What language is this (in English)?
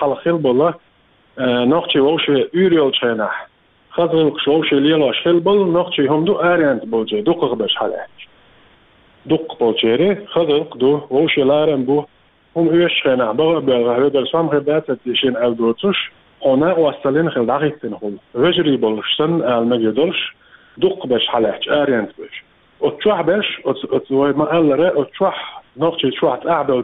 Chechen